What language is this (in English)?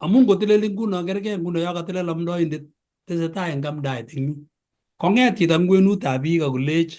Kalenjin